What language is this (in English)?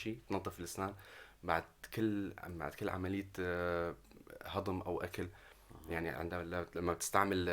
North Levantine Arabic